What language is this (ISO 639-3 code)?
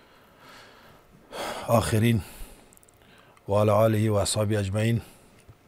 fas